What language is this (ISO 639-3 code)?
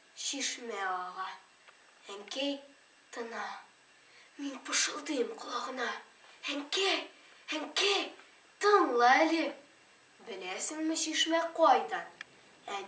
tat